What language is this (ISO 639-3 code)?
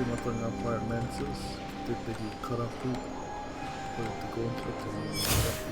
mri